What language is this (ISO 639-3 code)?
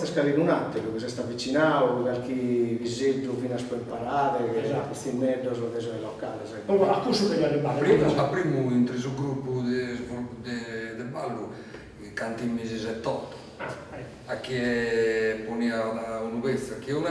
srd